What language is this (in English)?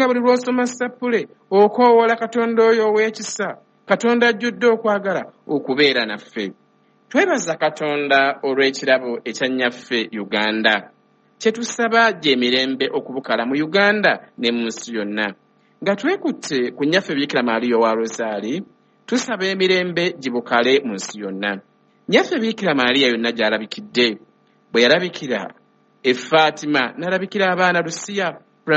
Ganda